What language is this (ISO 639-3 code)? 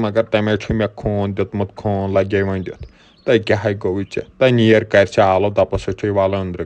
kas